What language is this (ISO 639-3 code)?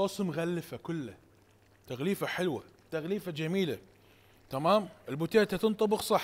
acm